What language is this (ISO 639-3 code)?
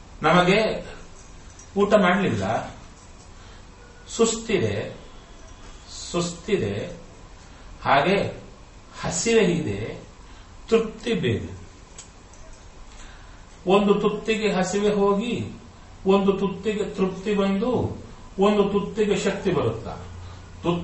kan